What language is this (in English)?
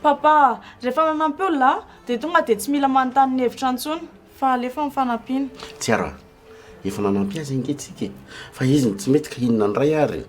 Malagasy